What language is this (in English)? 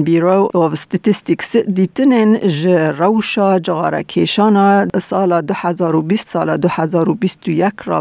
Kurdish